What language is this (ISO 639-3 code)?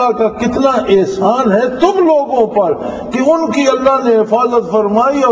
urd